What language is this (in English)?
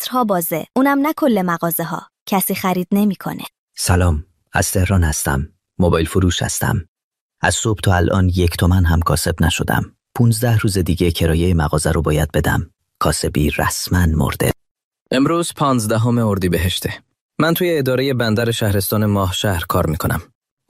Persian